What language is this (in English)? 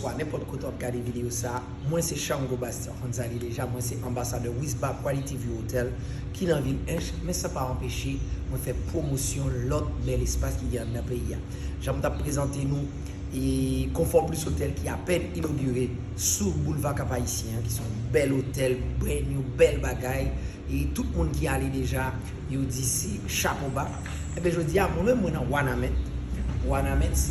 Haitian Creole